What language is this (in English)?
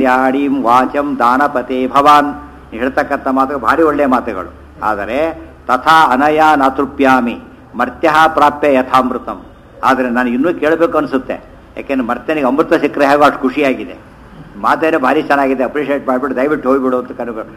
Kannada